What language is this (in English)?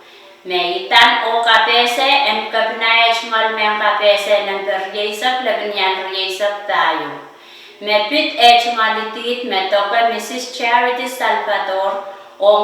Pohnpeian